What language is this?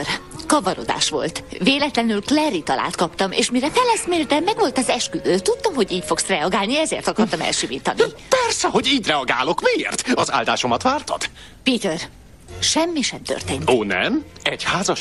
Hungarian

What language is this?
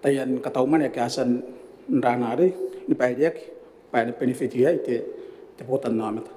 Gilbertese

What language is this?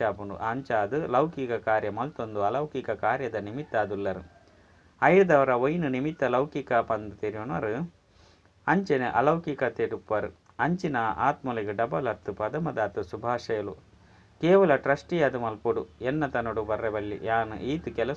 Tulu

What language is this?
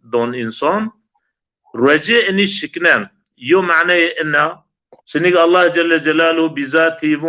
Zaza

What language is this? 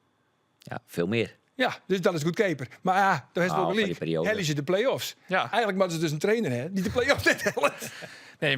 Western Frisian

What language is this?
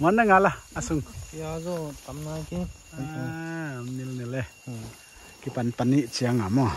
Paite Chin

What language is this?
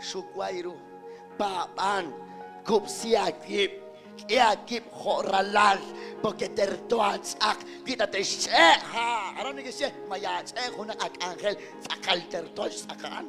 Kekchí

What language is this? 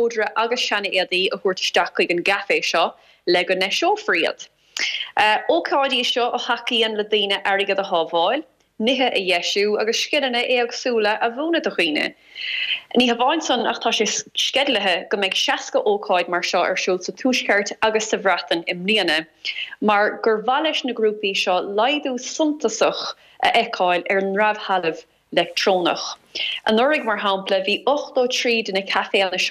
Irish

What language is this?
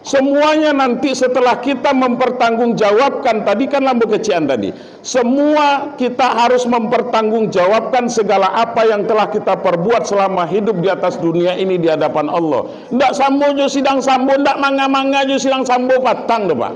Minangkabau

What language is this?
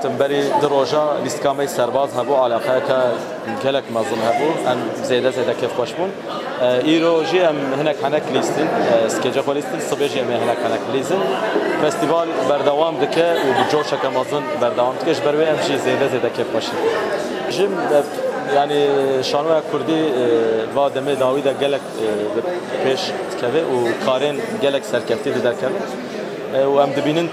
Kurdish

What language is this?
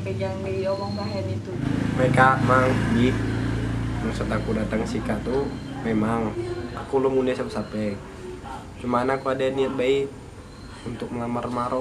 Musi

